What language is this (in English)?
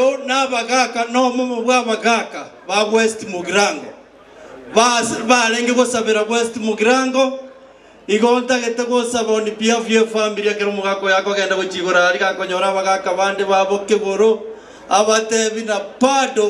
Gusii